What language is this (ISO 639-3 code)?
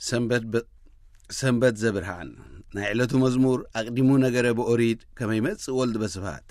tir